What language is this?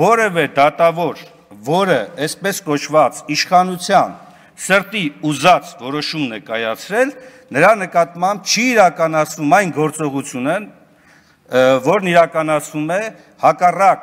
Armenian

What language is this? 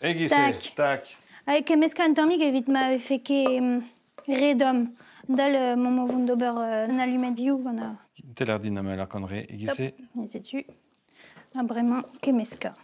Breton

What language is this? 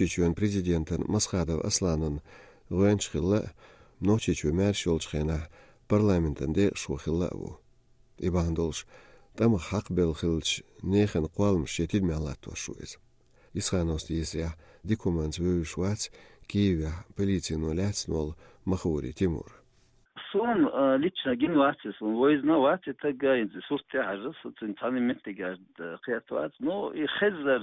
Chechen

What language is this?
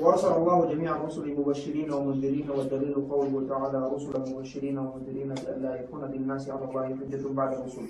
Yakan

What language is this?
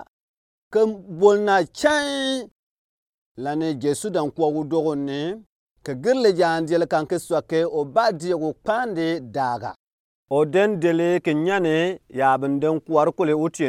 Gourmanchéma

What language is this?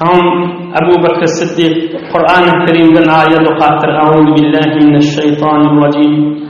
Turkmen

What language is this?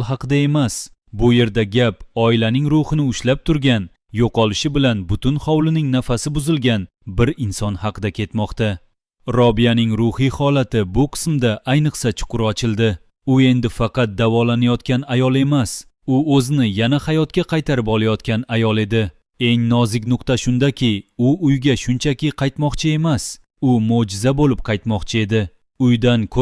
Uzbek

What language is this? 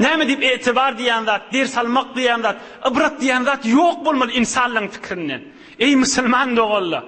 Turkmen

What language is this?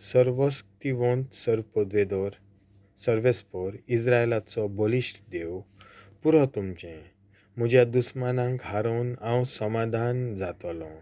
Konkani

